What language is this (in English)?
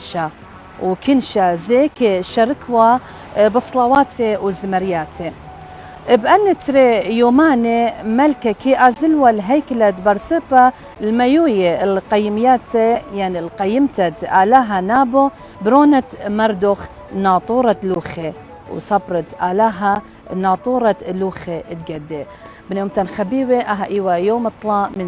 Assyrian Neo-Aramaic